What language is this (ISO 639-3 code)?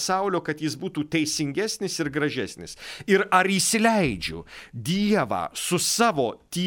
lit